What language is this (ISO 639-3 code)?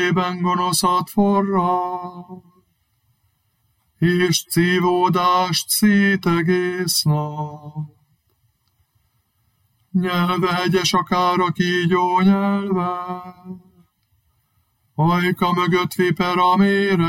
hun